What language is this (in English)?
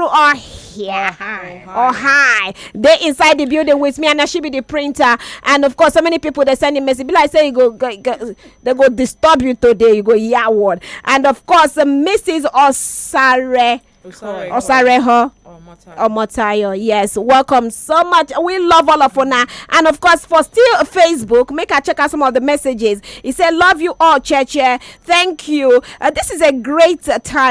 Nigerian Pidgin